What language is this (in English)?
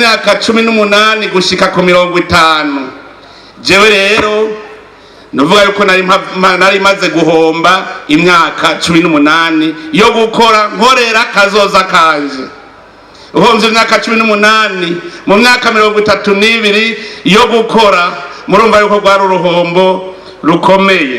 Rundi